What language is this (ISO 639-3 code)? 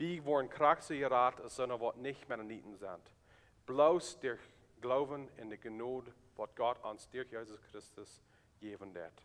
pdt